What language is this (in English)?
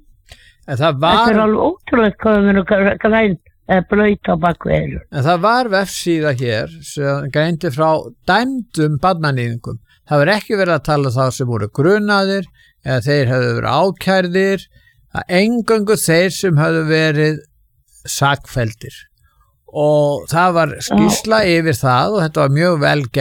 Icelandic